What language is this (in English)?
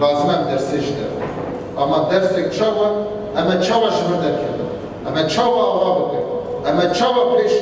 Kurdish